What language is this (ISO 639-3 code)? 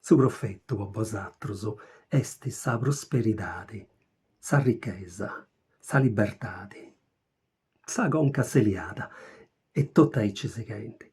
srd